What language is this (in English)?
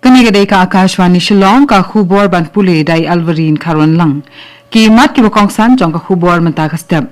Khasi